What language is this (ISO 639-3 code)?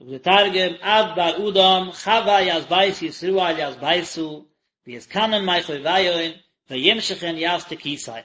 yid